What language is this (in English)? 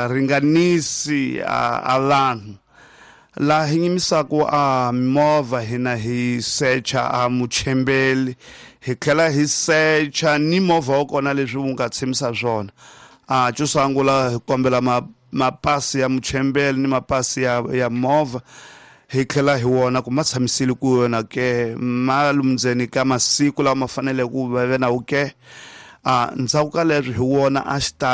Tsonga